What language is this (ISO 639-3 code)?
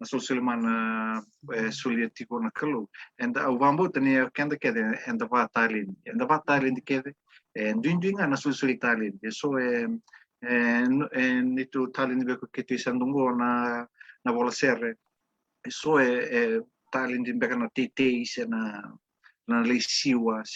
fij